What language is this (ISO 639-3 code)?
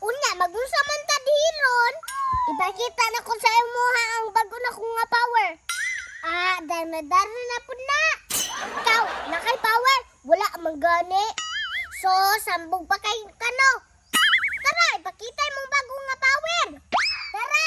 ceb